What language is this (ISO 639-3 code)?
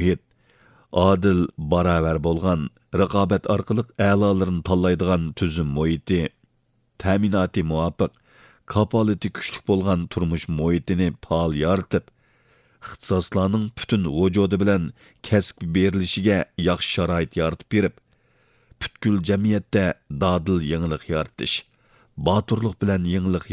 uig